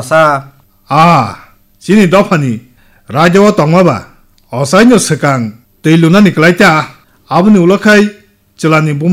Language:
Kok Borok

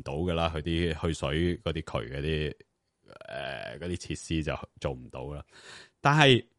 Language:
Cantonese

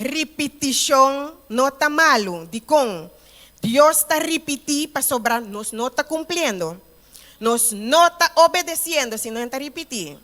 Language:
Papiamento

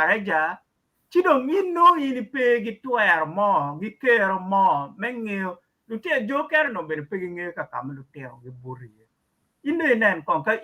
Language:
Acoli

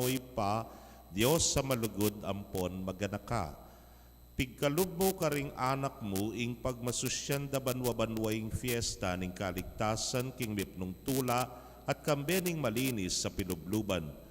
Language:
Pampanga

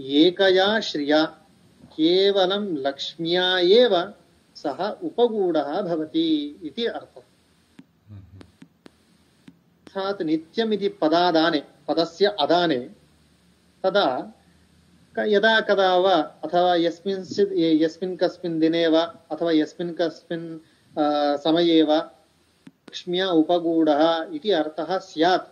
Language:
Sanskrit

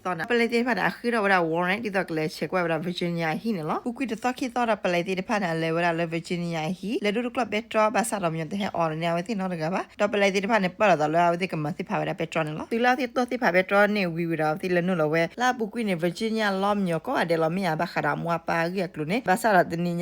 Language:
S'gaw Karen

